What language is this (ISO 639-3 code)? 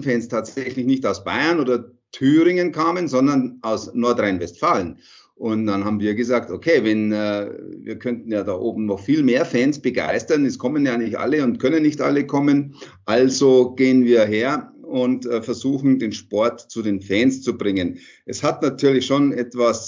deu